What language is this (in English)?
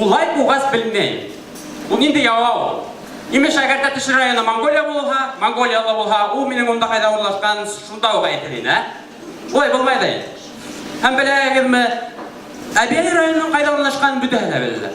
Bashkir